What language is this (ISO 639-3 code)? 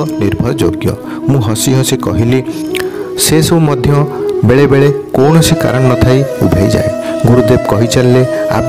ori